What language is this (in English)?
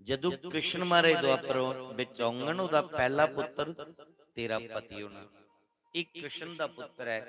Dogri